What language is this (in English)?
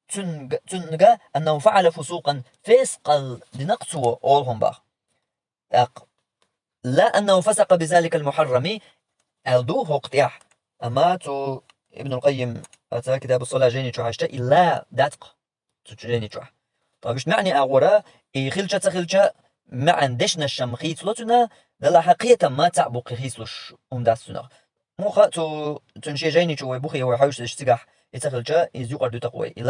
Chechen